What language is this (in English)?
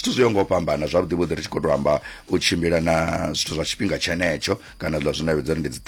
Venda